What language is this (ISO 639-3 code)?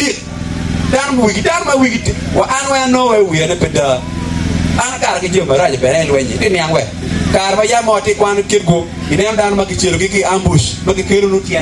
ach